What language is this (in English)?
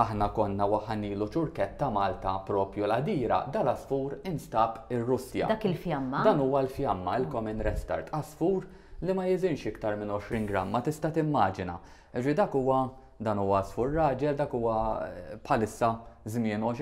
Maltese